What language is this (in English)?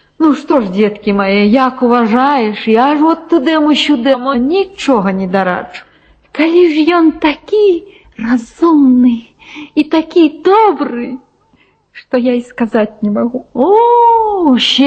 Belarusian